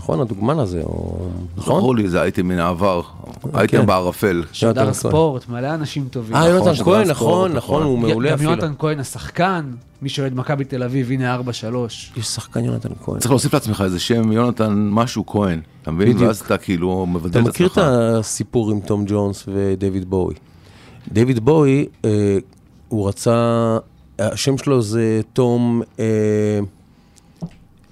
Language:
Hebrew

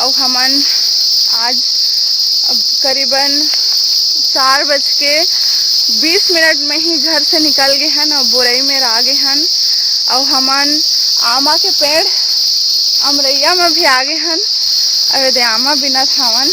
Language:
Chhattisgarhi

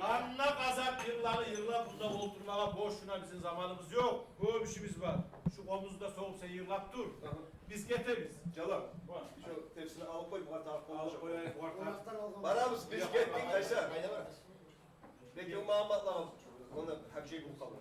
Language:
Kumyk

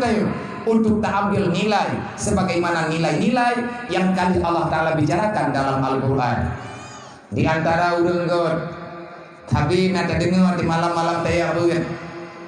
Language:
Achinese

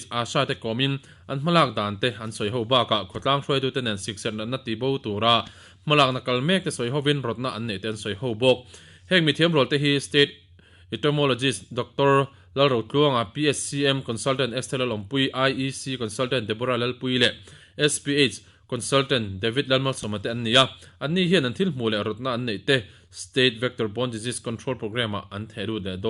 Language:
Mizo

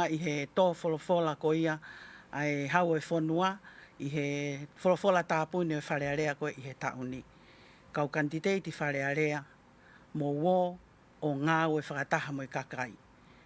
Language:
Tongan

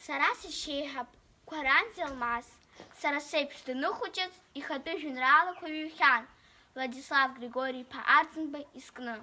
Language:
Abkhazian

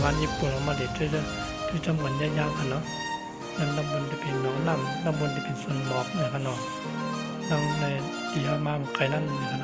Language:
Shan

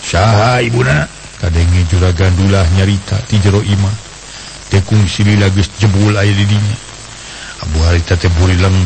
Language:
Sundanese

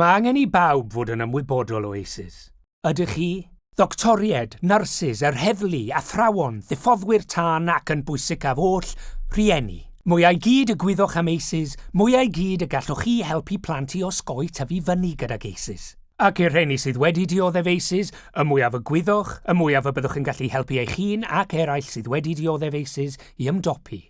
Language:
Welsh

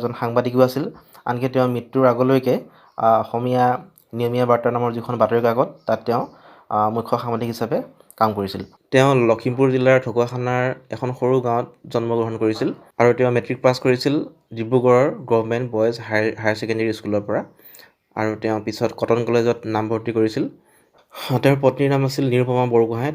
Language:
Assamese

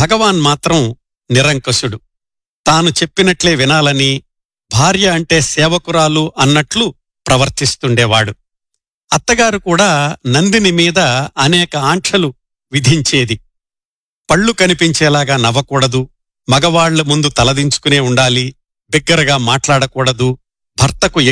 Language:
Telugu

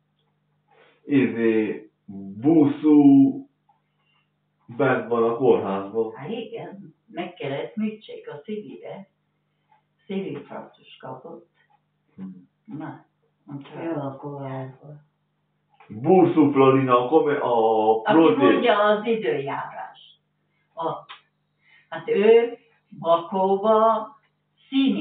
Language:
Hungarian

